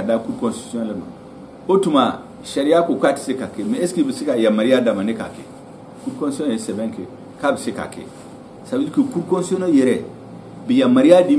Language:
Bambara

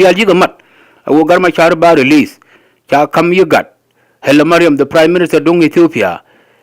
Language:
Nuer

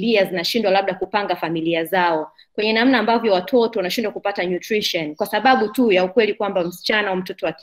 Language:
Swahili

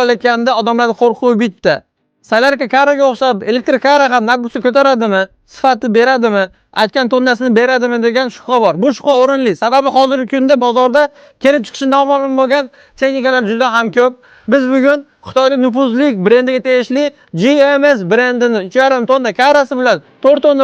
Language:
Uzbek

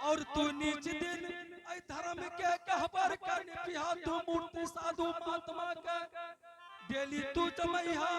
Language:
Angika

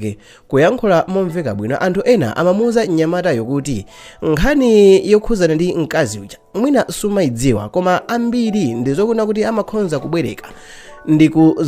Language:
Nyanja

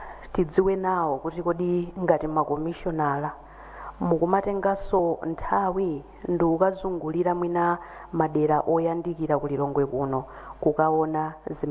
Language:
Nyanja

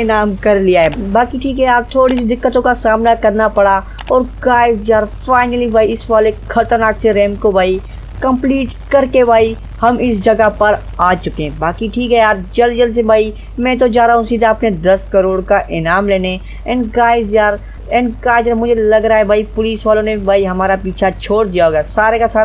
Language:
Hindi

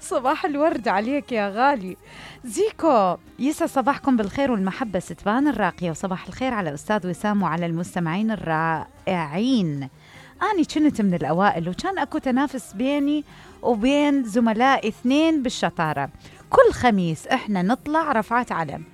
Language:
Mesopotamian Arabic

